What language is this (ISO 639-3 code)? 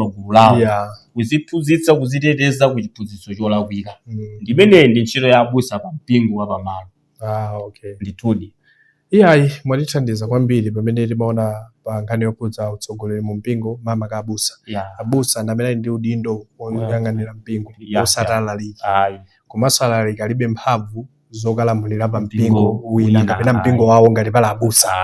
nya